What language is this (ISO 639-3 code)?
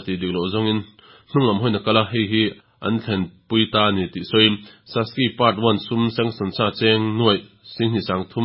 lus